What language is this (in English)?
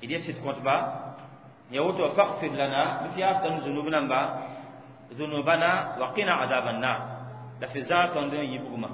Mossi